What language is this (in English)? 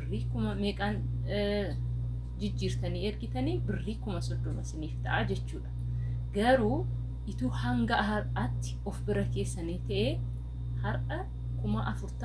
Oromo